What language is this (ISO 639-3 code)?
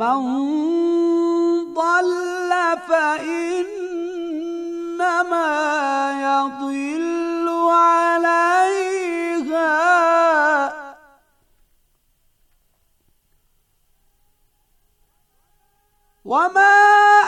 bos